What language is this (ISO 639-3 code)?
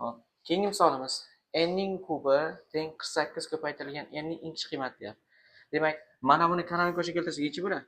uzb